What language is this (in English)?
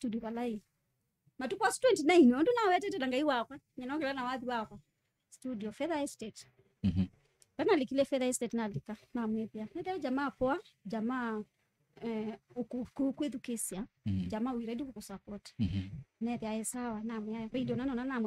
Kamba